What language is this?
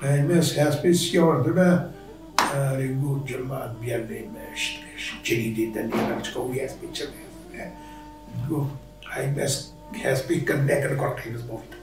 Kurdish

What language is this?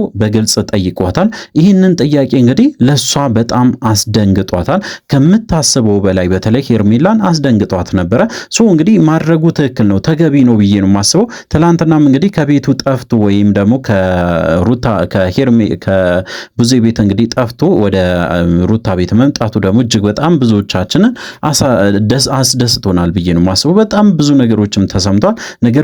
Amharic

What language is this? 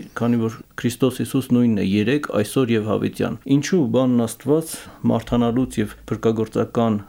Armenian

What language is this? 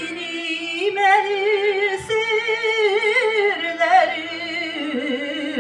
Tatar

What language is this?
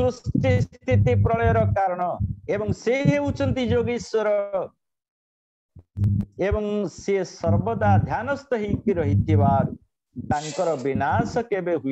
Odia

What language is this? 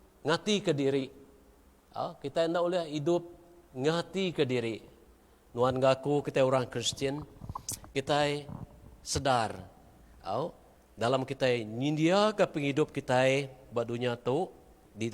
Iban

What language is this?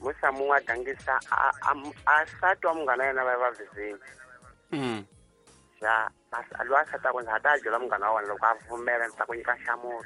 Tsonga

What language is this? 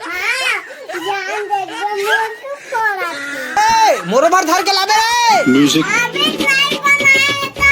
Chhattisgarhi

